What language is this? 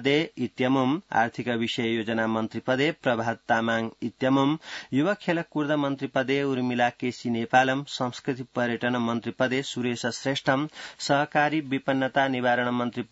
Sanskrit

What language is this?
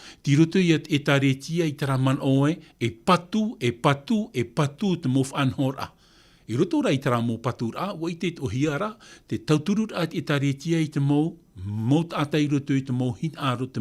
Tahitian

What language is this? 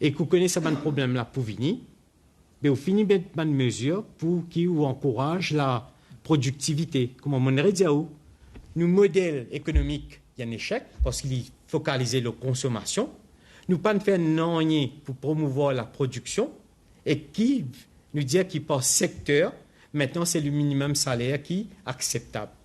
Morisyen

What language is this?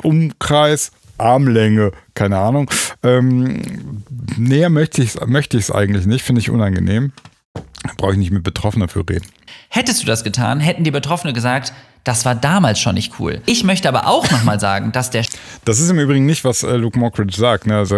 German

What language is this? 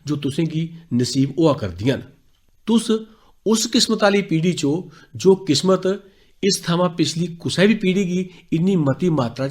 Dogri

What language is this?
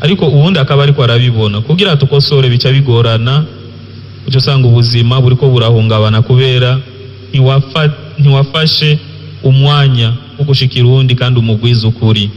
Rundi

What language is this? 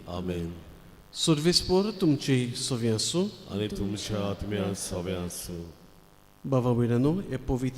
Konkani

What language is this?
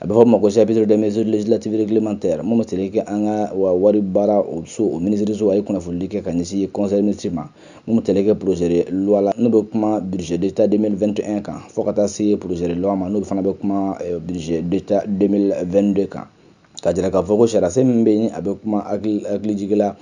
Bambara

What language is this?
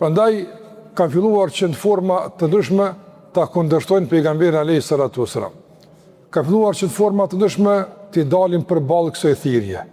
Albanian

